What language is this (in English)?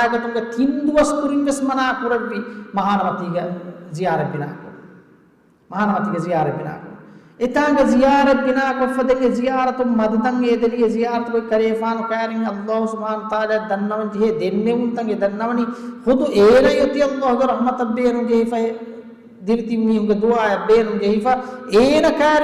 Divehi